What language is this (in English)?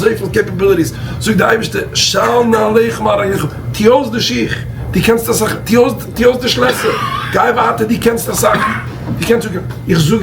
Yiddish